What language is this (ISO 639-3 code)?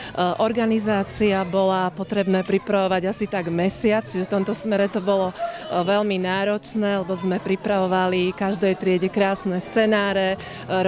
slk